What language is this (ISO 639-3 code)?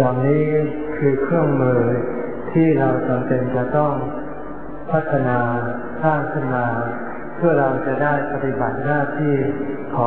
tha